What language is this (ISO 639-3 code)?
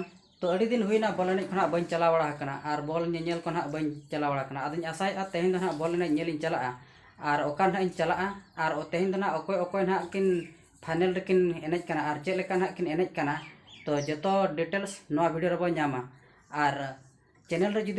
sat